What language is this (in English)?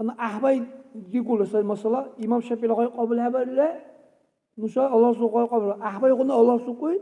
Dargwa